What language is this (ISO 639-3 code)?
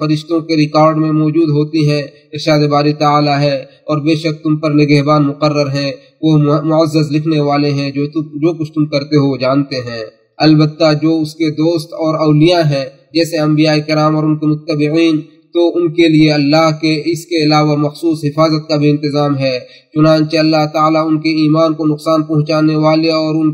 urd